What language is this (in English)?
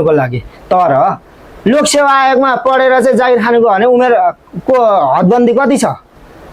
Nepali